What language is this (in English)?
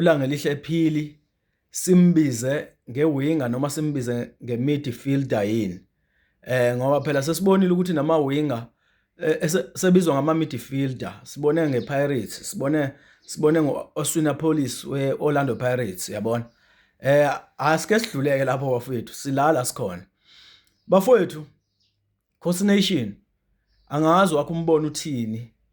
Zulu